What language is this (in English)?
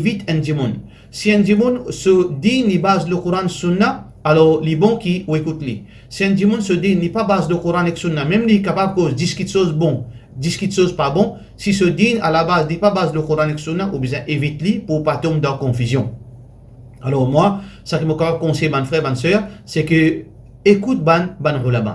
Morisyen